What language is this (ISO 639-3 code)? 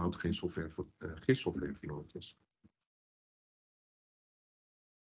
nld